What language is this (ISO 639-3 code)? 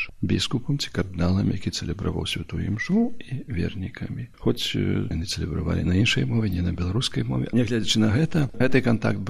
bel